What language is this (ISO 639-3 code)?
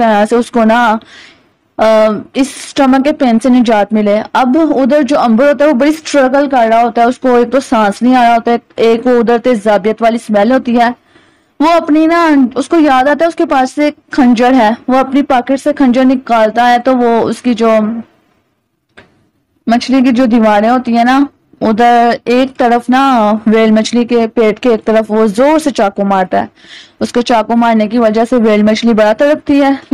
urd